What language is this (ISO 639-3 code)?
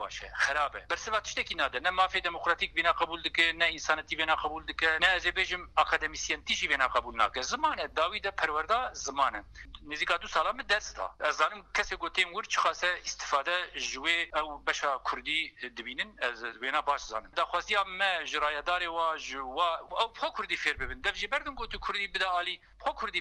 kur